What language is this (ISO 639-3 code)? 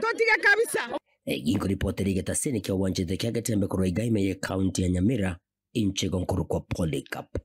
guz